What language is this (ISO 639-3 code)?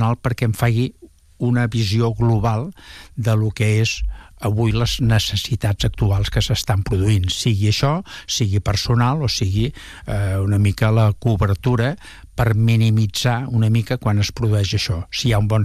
cat